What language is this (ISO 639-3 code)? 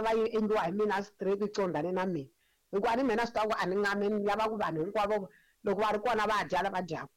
tso